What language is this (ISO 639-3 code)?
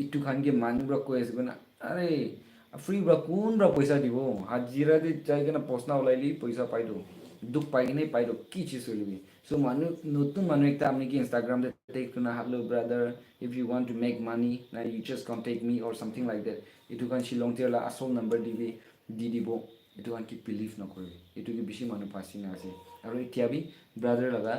nag